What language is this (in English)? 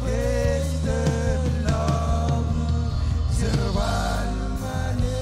Marshallese